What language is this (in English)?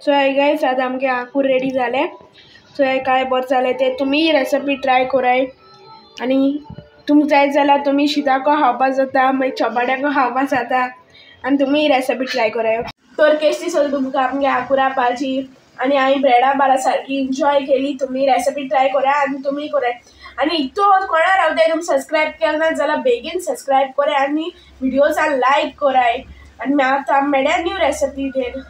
Konkani